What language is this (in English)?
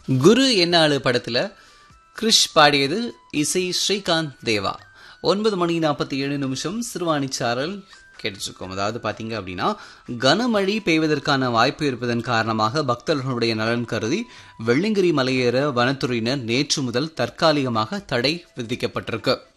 Tamil